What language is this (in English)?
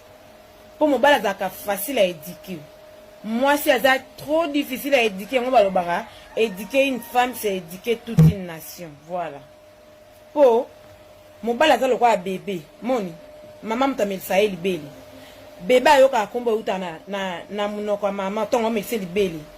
Lingala